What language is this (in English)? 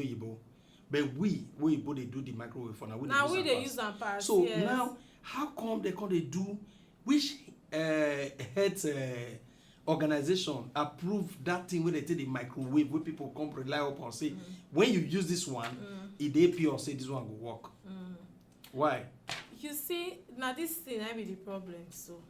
Nigerian Pidgin